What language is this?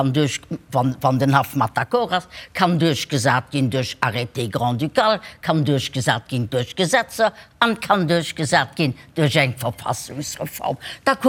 Luxembourgish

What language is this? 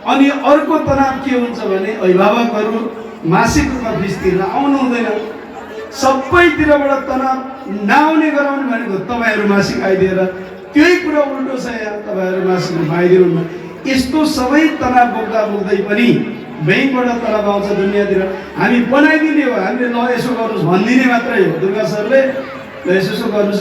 Nepali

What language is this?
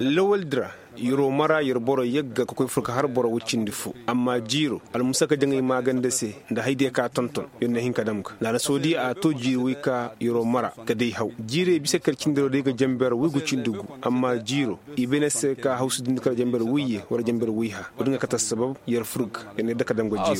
Koyraboro Senni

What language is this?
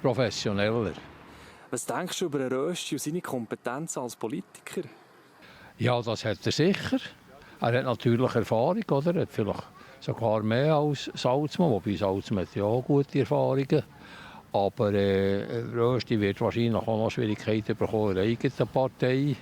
Swiss German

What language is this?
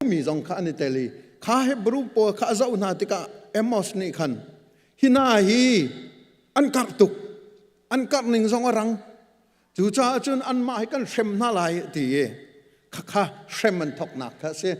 Hakha Chin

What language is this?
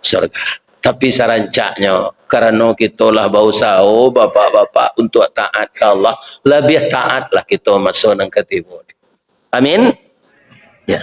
Minangkabau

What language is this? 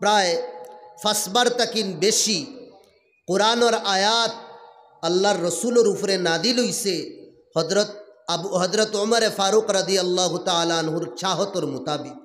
Sylheti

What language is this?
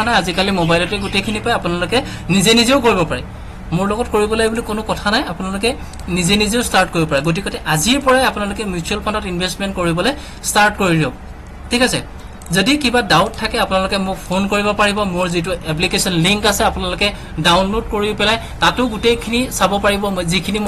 Assamese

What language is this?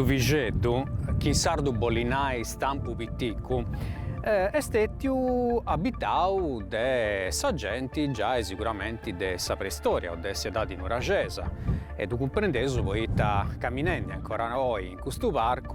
Sardinian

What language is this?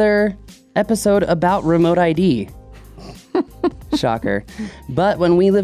English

